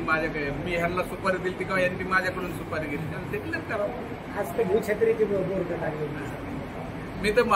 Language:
Marathi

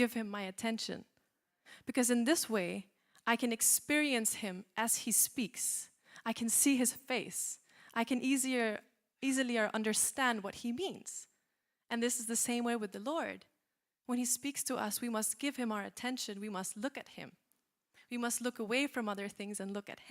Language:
English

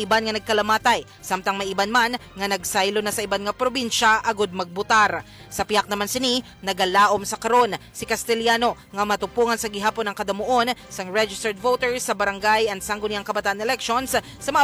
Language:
Hiligaynon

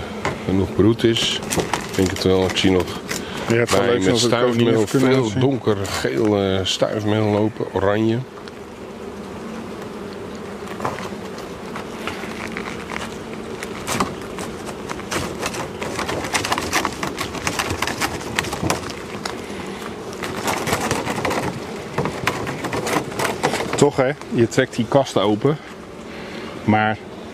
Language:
Dutch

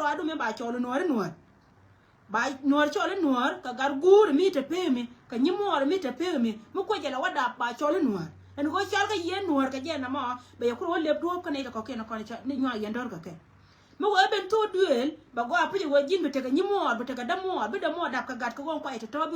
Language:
Nuer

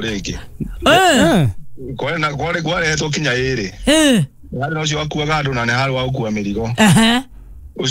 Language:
Kikuyu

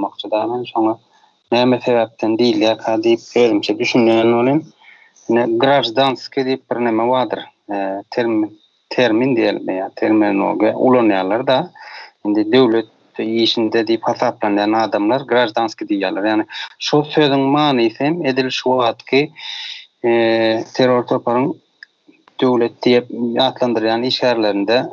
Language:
Turkmen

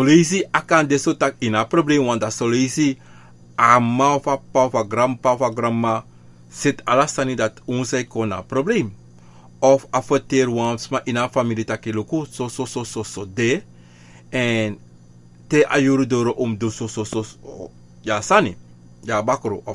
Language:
Sranan Tongo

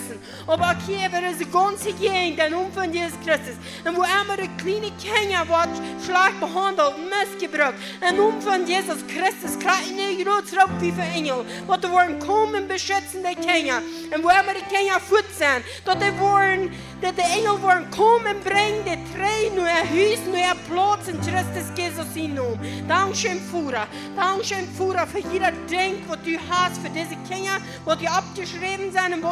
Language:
Plautdietsch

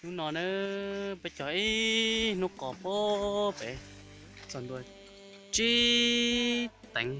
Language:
Hmong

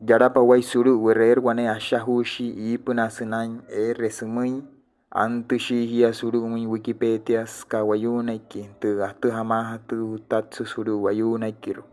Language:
Wayuu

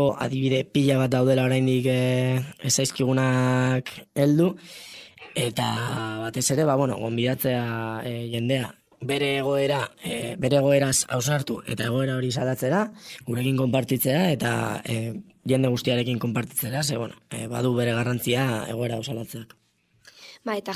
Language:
Basque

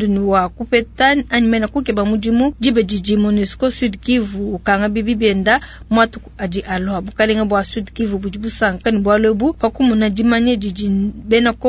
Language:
Luba-Lulua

